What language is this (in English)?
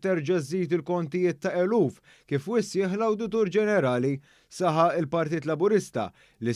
Maltese